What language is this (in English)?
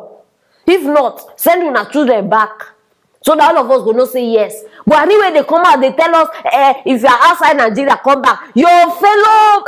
Nigerian Pidgin